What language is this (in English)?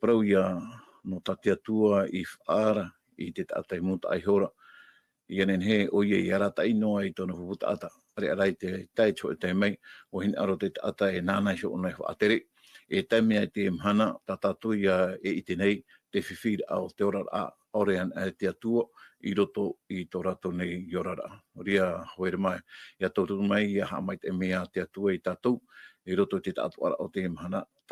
Tahitian